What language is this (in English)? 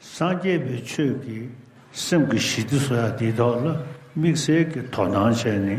Tibetan